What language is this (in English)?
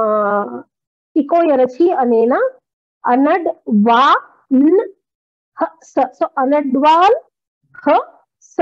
Sanskrit